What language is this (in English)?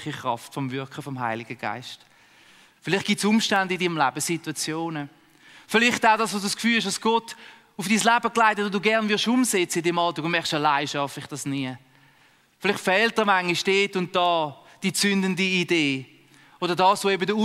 Swiss German